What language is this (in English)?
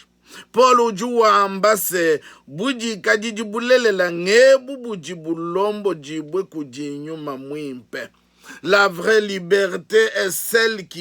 Luba-Lulua